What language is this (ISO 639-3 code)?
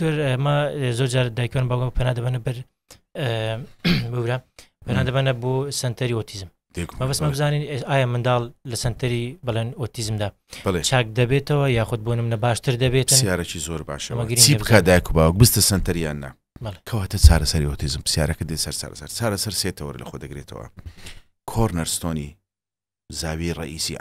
ckb